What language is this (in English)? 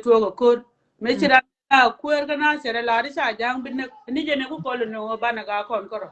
Nuer